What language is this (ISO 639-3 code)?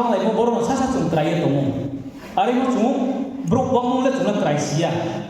ria